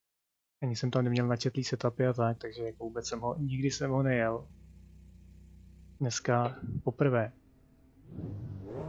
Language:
Czech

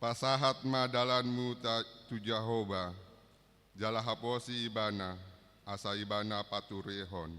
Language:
Batak Toba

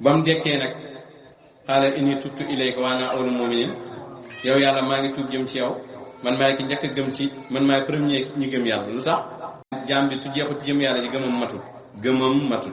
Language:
Wolof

